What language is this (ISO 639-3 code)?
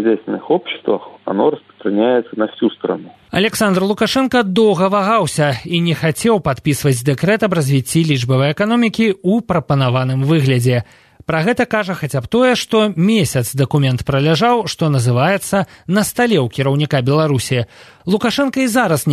bel